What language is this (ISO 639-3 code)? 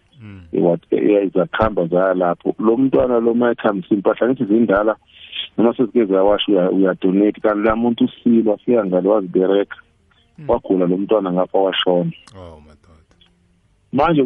nbl